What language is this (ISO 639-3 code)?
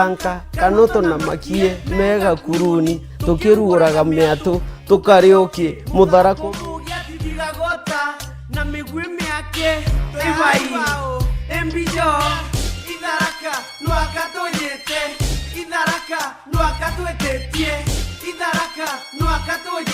mer